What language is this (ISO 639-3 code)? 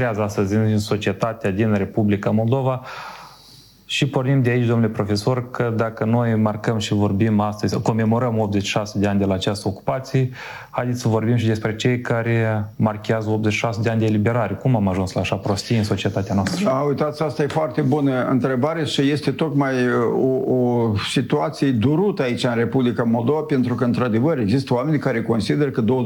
ron